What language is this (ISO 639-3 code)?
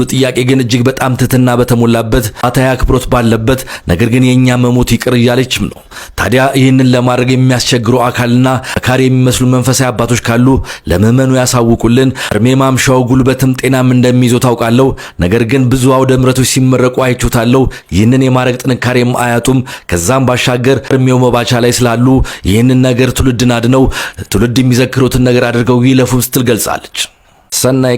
amh